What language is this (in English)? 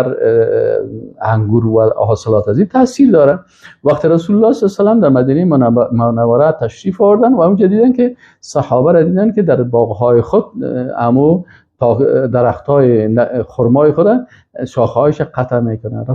Persian